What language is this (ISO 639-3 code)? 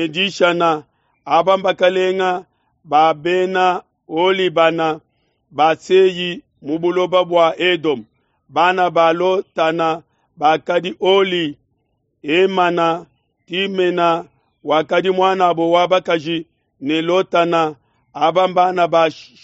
lua